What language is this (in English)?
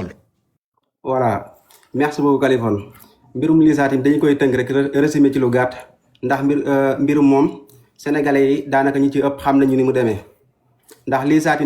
Wolof